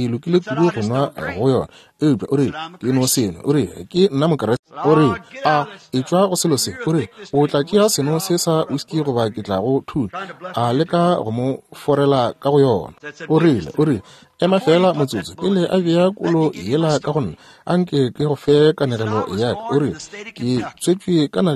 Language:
Northern Sotho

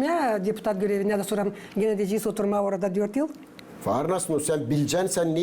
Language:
Gagauz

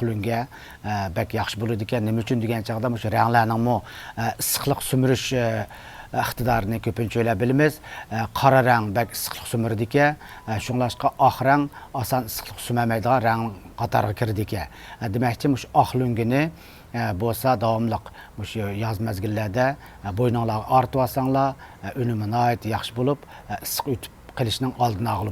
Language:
Uyghur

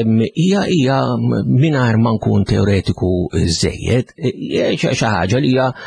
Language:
Maltese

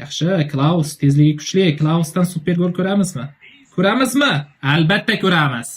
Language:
Uzbek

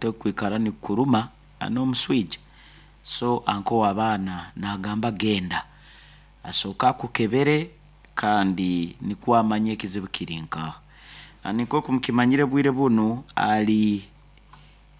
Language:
Nyoro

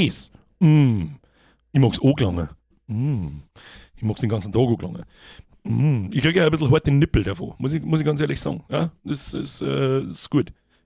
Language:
Bavarian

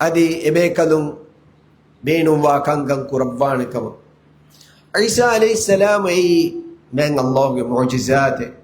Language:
Divehi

